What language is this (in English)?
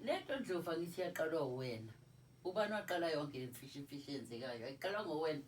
Zulu